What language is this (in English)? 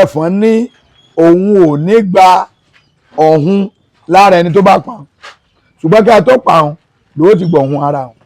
Yoruba